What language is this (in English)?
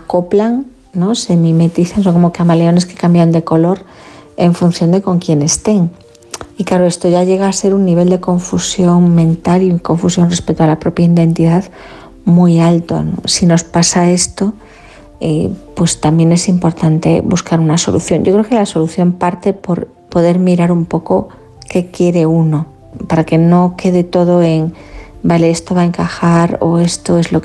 Spanish